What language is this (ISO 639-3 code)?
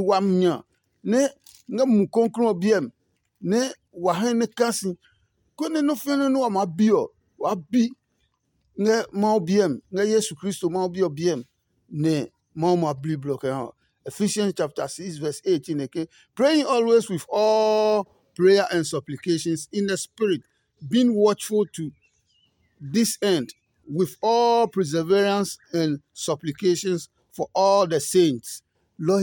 ada